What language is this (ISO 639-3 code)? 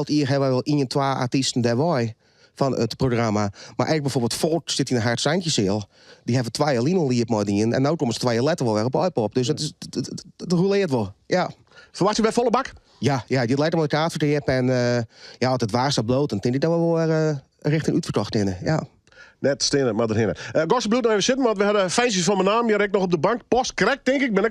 fry